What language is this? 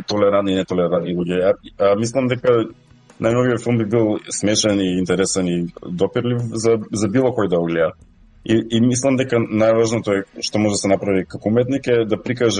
Macedonian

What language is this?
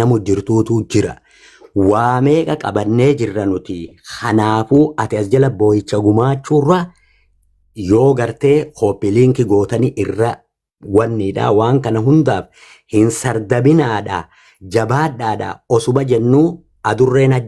Oromo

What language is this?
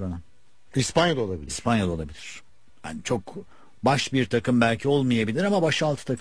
Turkish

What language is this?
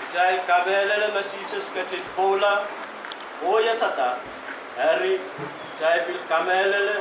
Pohnpeian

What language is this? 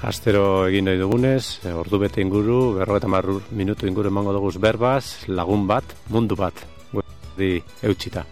Basque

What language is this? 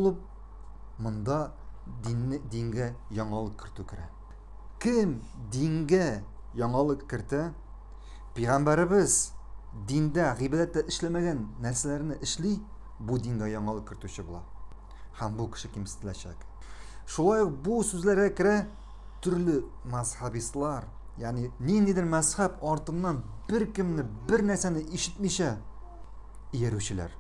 Tatar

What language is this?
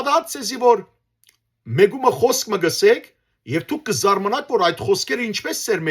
Western Armenian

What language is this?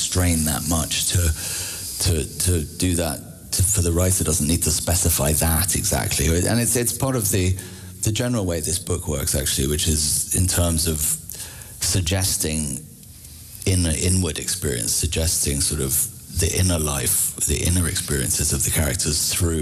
English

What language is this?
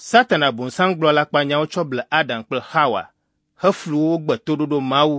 Ewe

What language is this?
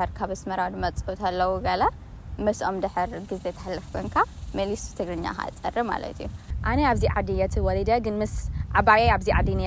Tigrinya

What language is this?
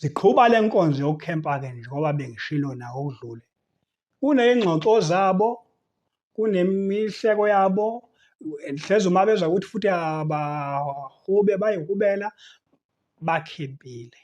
Zulu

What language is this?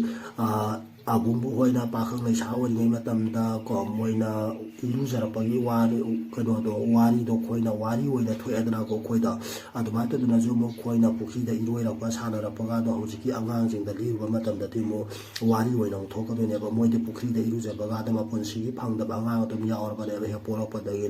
Manipuri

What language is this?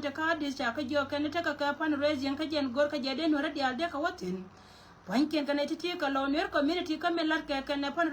Nuer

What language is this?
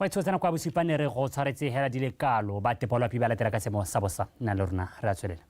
Tswana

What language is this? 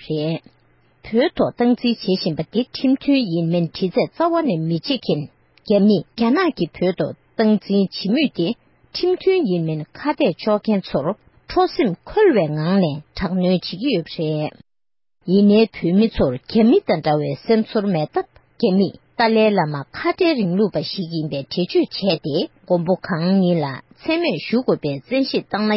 Tibetan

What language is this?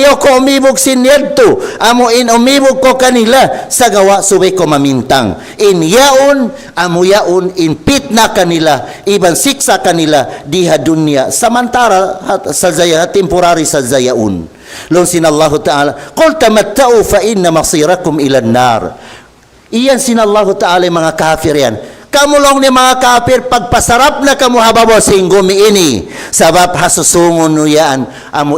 Tausug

